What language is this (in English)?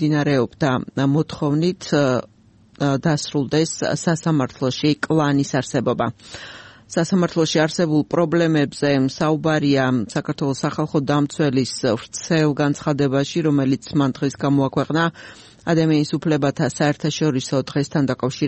Georgian